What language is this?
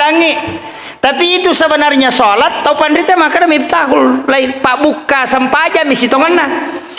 Buginese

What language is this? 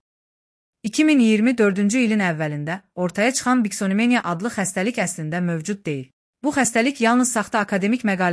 Azerbaijani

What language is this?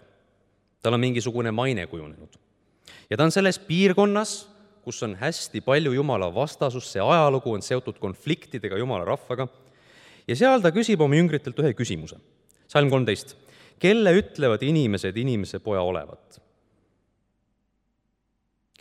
Estonian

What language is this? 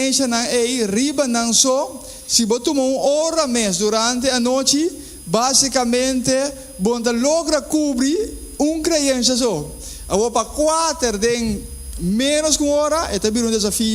Papiamento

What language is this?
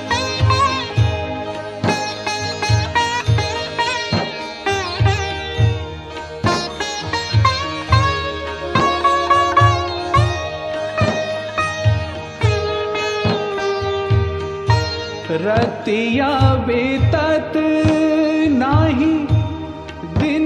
Bhojpuri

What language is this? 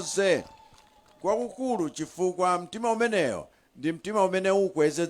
Nyanja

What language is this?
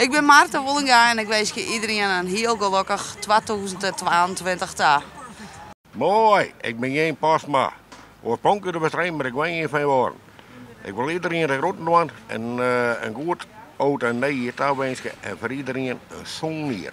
Western Frisian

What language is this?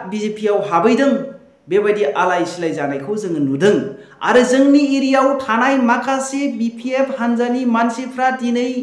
Bodo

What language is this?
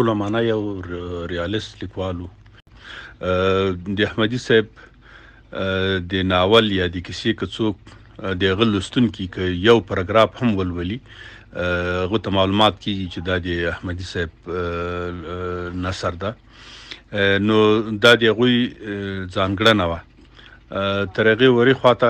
Pashto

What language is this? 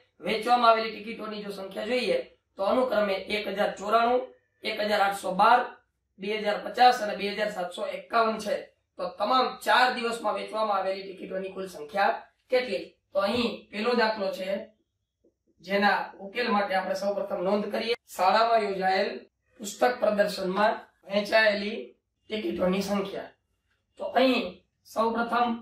Gujarati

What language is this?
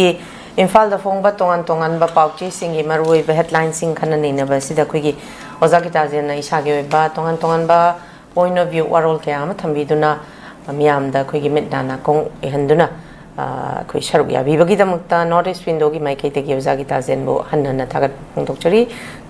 Manipuri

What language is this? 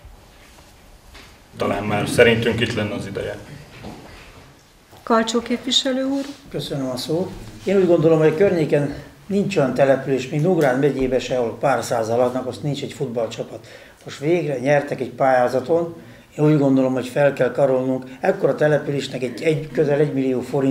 Hungarian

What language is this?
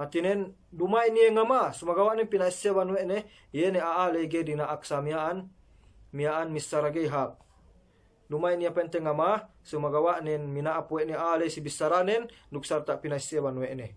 Yakan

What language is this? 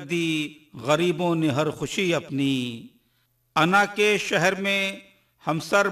Urdu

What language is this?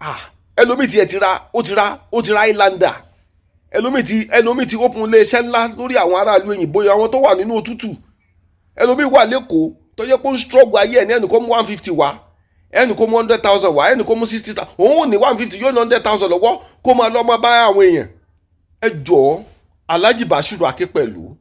Yoruba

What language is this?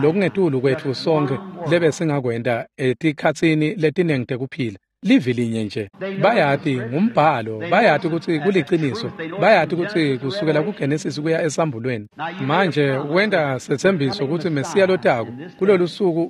Swati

